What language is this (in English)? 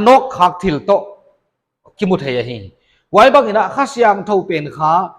Paite Chin